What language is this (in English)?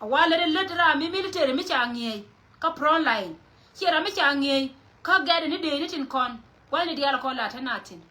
Nuer